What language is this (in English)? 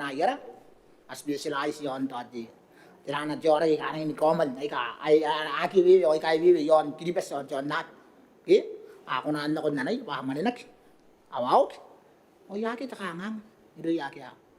Gilbertese